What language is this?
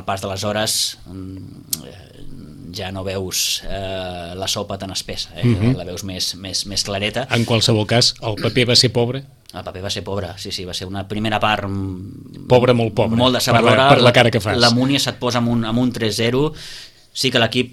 Catalan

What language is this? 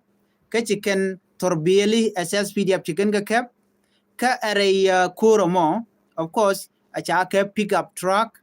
Nuer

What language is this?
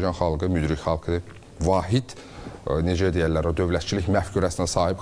Azerbaijani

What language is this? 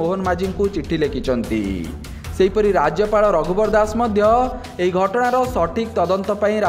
Odia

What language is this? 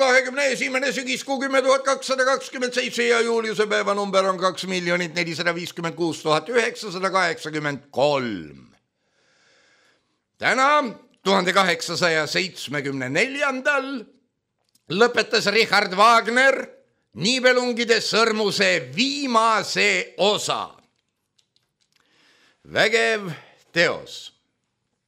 Estonian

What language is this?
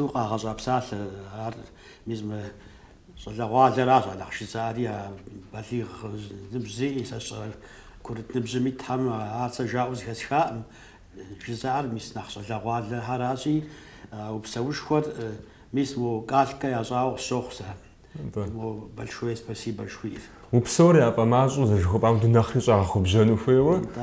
Kabardian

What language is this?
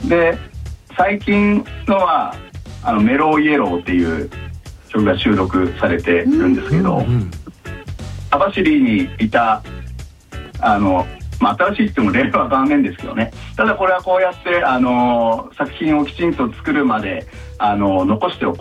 Japanese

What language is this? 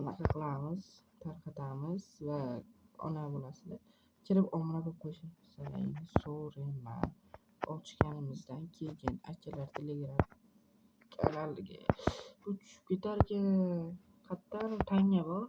Uzbek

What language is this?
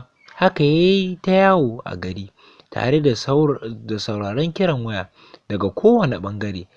Hausa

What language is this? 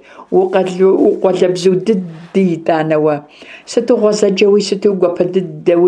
Kabardian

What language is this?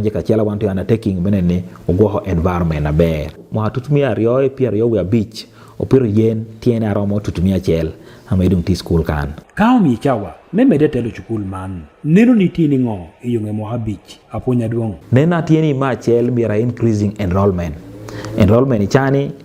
Acoli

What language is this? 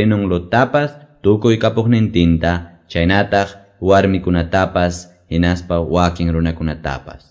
Quechua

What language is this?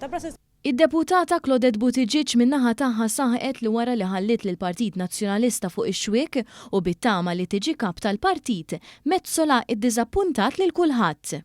Maltese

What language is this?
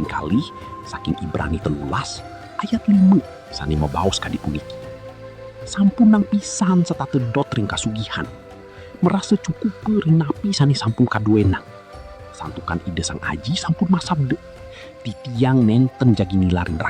Balinese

